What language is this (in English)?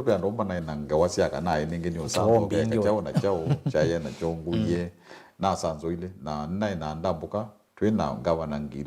Kamba